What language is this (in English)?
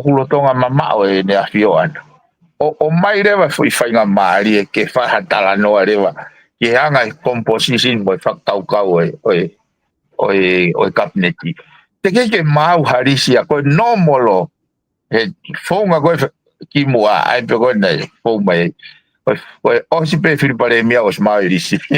Tongan